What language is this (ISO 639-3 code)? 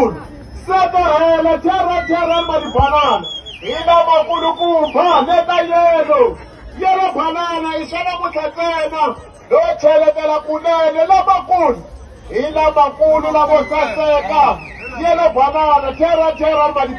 tso